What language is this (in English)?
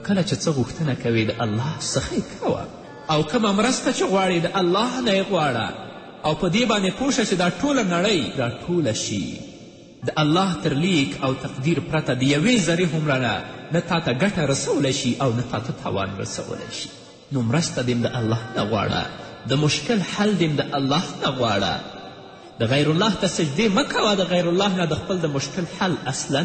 Pashto